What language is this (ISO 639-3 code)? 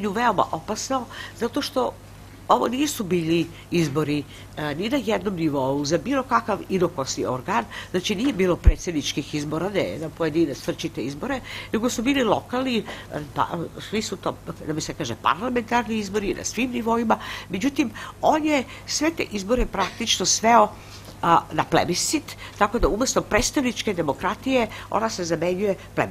srp